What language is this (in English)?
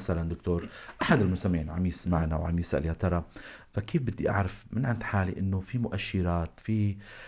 North Levantine Arabic